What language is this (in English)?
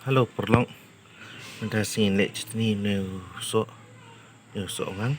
Khasi